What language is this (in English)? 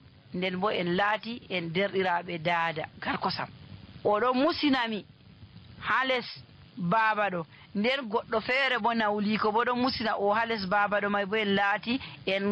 Nigerian Fulfulde